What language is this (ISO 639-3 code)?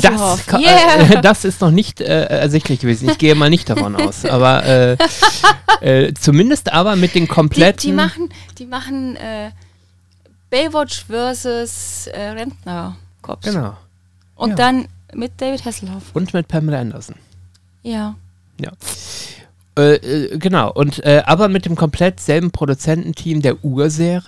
deu